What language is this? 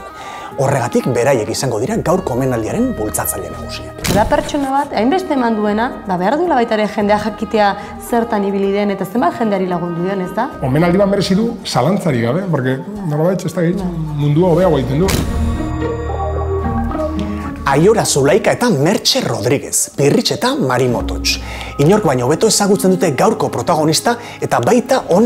Basque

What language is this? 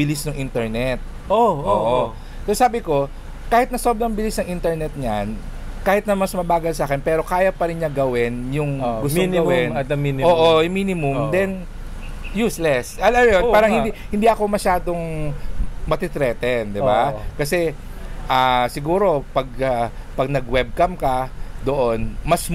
Filipino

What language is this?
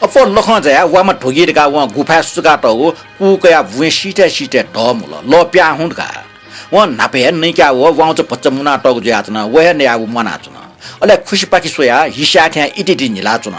Newari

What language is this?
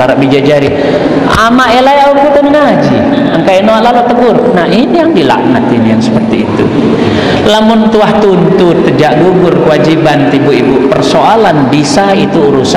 Sasak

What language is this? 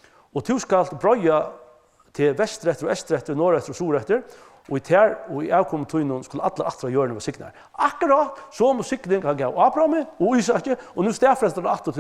Faroese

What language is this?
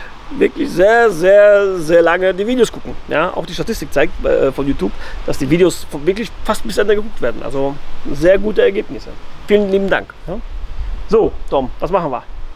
German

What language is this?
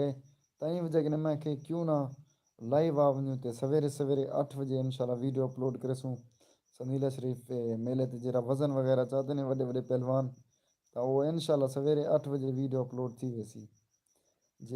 Saraiki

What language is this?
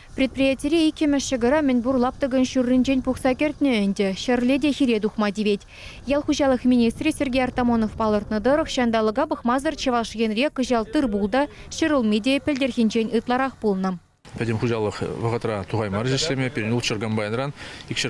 Chuvash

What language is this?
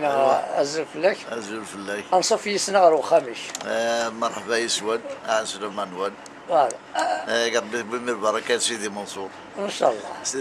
Kabyle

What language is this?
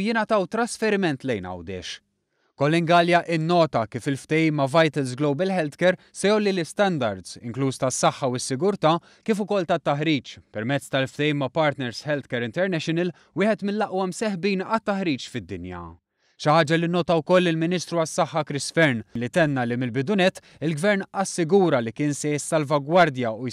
Maltese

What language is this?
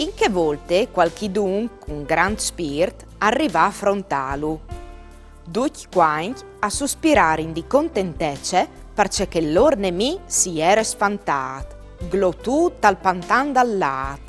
Friulian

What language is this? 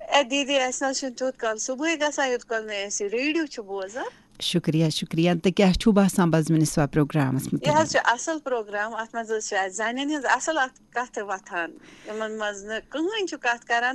Kashmiri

